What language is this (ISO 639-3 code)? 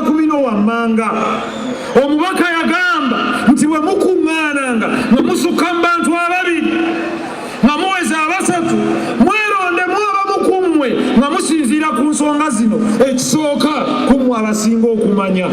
lug